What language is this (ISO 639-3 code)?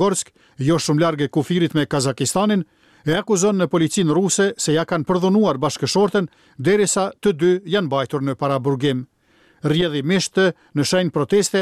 sqi